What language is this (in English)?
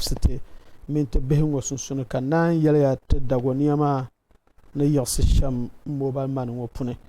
Dagbani